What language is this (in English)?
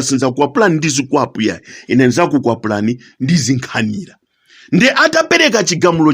Nyanja